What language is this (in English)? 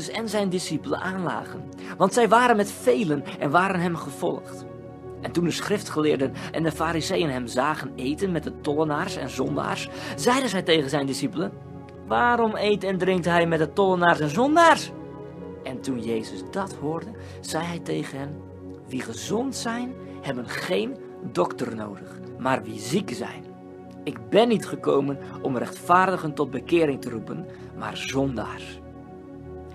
Dutch